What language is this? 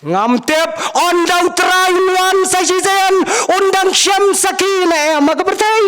Khasi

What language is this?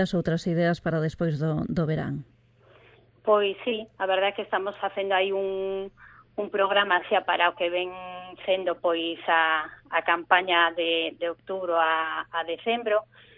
Galician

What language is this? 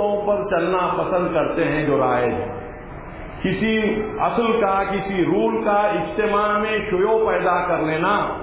Urdu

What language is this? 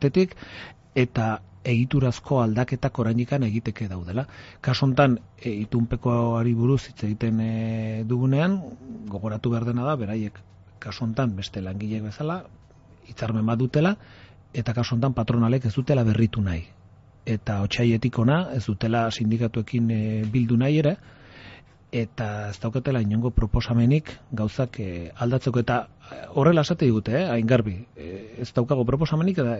Basque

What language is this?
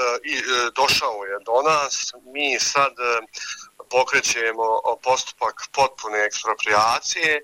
Bosnian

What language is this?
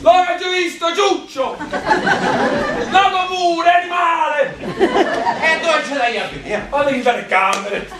Neapolitan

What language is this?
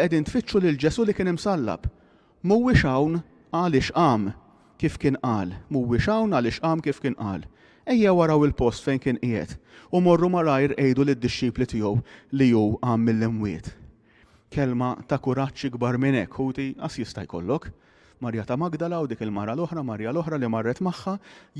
Maltese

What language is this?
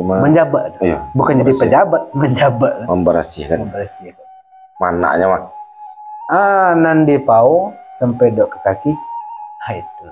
Minangkabau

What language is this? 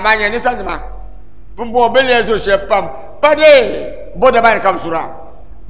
Dagbani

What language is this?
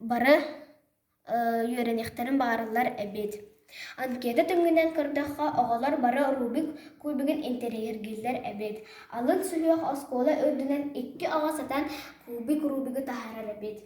Yakut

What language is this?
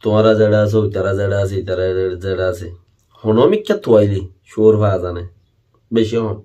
Rohingya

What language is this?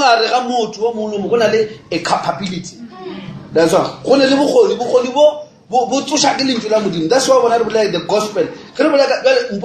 Northern Sotho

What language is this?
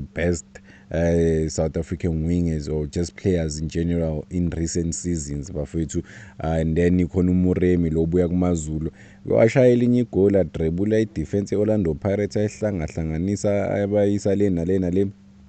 Zulu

